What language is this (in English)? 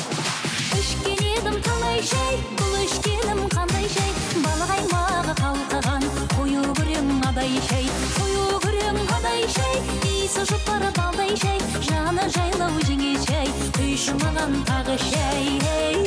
Kazakh